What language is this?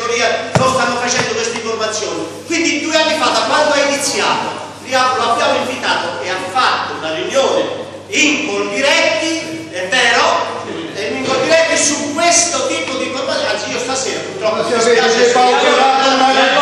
Italian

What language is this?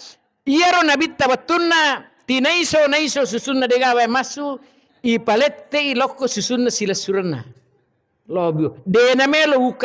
Buginese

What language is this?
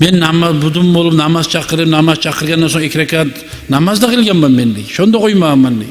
Kumyk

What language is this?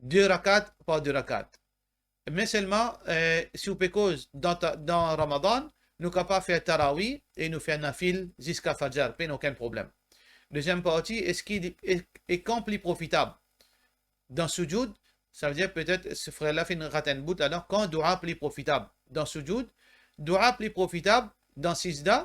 Morisyen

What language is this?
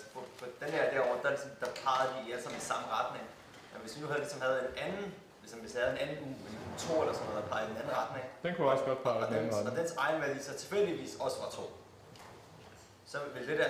Danish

